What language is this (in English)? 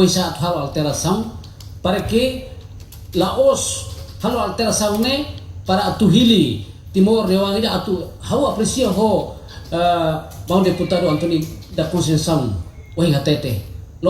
Tetum